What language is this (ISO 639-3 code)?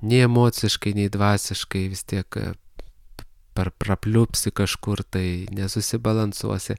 lit